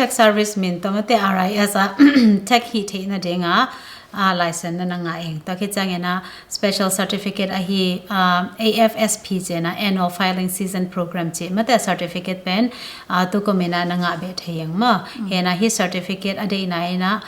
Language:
Tedim Chin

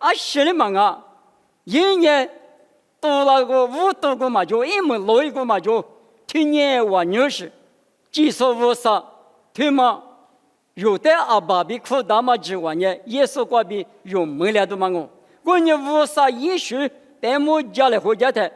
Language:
Lisu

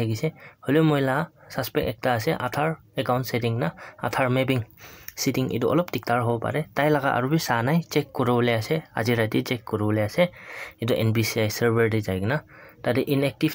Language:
Naga Pidgin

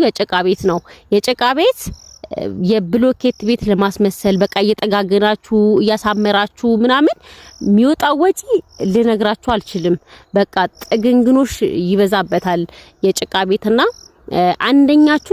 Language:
Amharic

